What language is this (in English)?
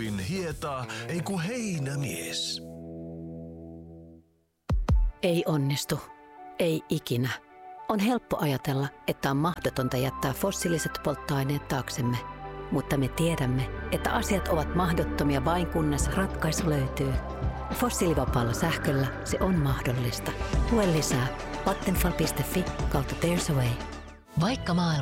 Finnish